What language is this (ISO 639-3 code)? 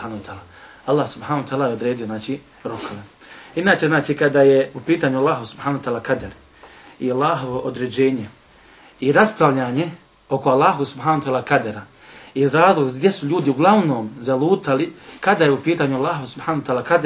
bos